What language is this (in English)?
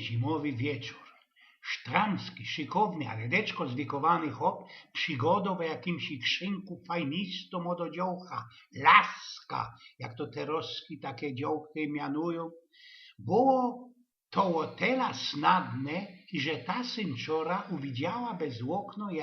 Silesian